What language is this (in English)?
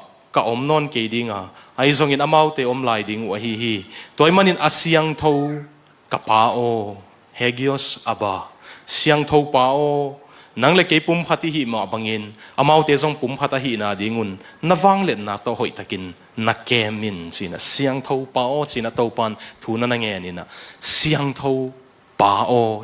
Tedim Chin